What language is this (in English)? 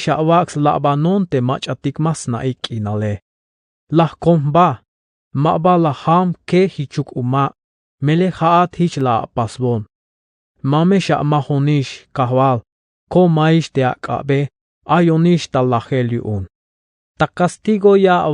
Tzeltal